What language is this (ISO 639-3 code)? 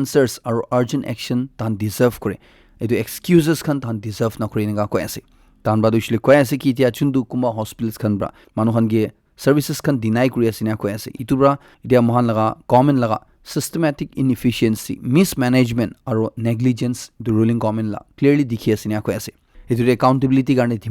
nag